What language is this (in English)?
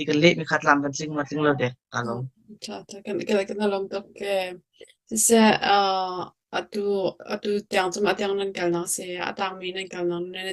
Hakha Chin